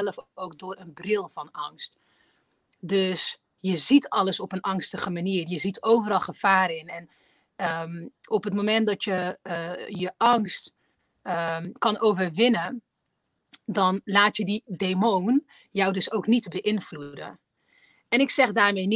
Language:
Dutch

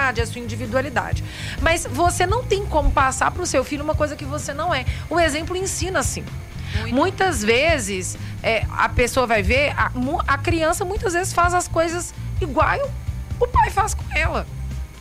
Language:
Portuguese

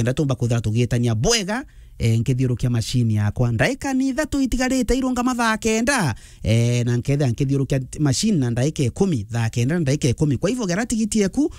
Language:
Meru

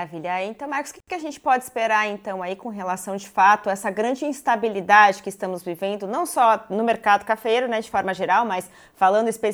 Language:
Portuguese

